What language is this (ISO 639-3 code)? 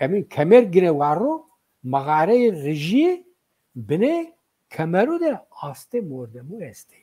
zza